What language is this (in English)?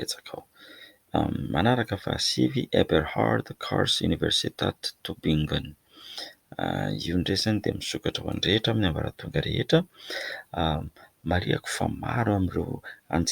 Malagasy